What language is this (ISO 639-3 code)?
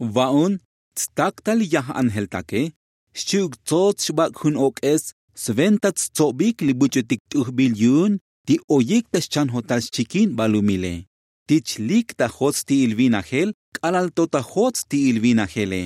tzo